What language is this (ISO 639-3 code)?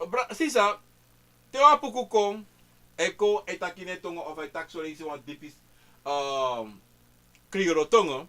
srn